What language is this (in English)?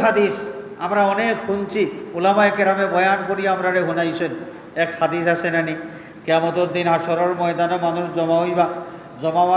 Sylheti